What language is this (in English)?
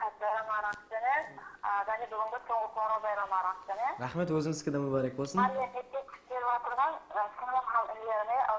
Kara-Kalpak